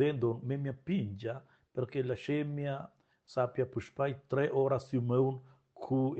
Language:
Romansh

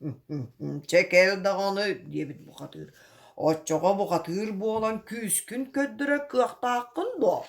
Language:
Yakut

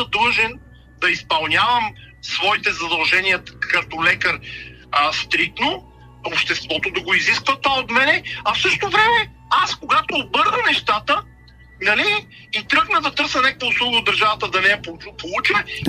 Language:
Bulgarian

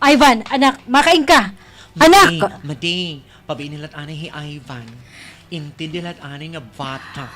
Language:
Waray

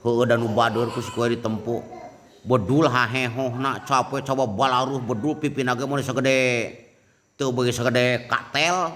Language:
Sundanese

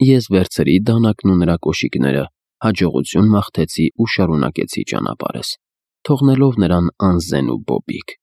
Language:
Armenian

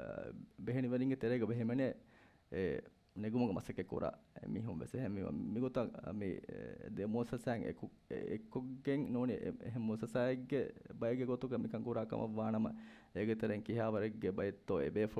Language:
Divehi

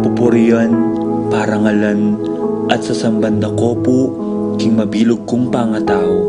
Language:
Pampanga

